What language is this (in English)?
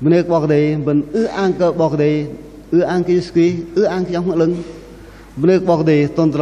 Bahnar